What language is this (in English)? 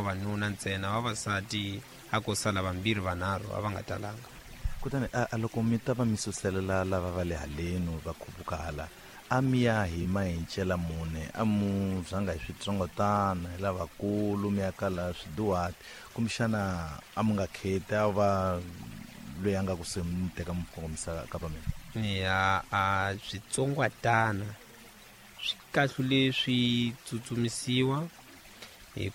Tsonga